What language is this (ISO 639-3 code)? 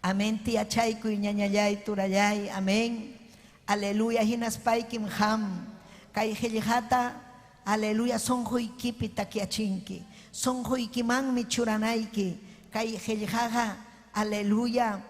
quy